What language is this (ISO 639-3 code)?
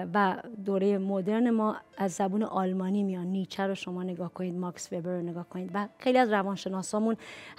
fas